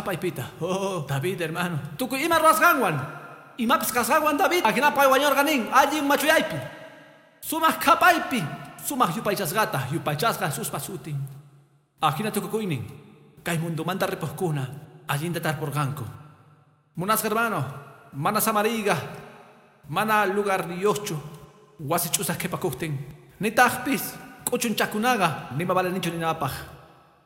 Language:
Quechua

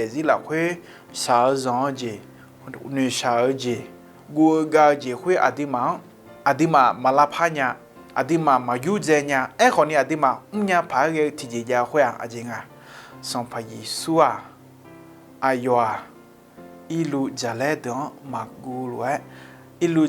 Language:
Akha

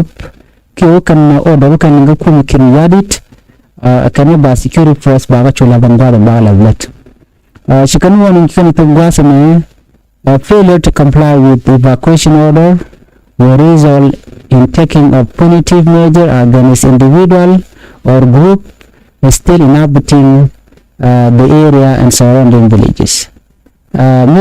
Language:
Nuer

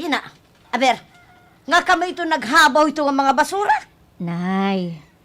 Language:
Waray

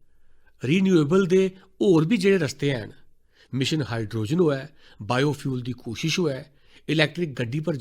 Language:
Dogri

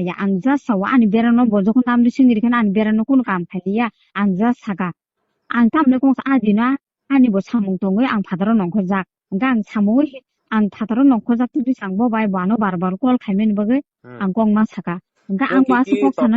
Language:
Kok Borok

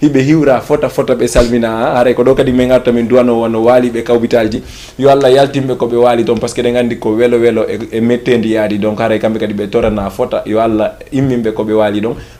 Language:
Fula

